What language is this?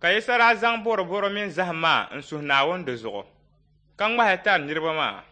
Dagbani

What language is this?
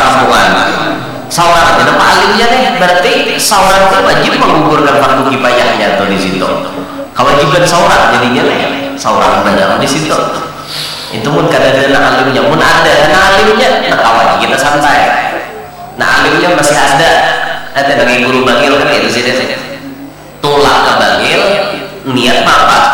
Banjar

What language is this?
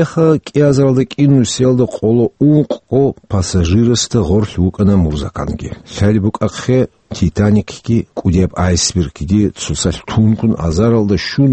Avaric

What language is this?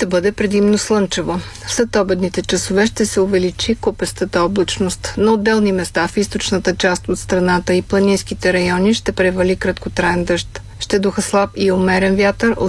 Bulgarian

